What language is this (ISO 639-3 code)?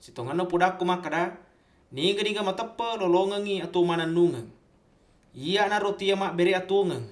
bug